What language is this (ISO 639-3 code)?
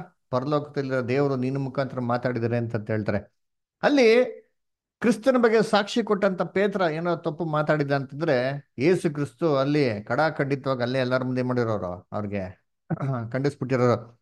kan